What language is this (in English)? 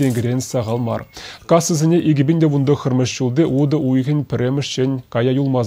Chuvash